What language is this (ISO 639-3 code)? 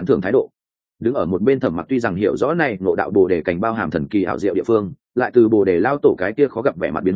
vie